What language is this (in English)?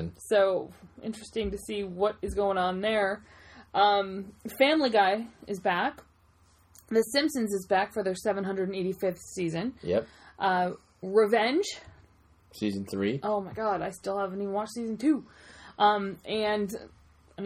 English